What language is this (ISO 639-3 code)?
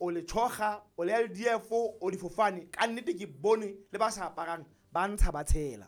sot